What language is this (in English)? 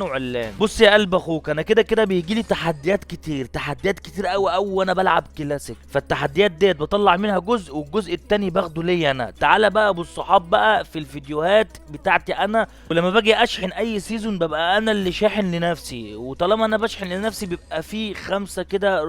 Egyptian Arabic